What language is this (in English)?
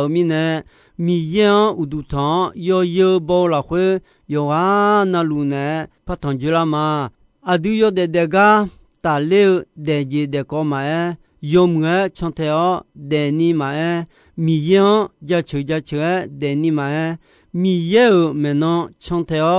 Akha